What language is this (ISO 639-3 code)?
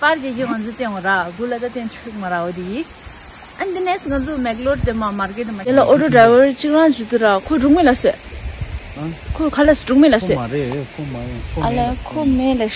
bod